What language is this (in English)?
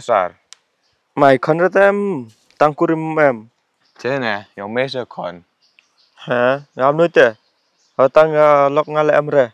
Khasi